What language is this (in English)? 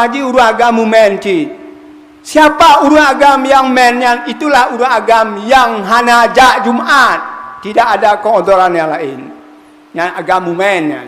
Achinese